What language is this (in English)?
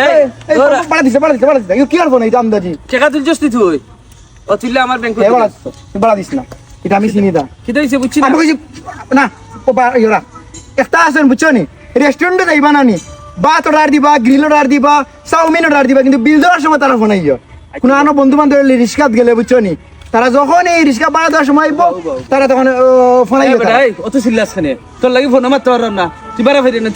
Sylheti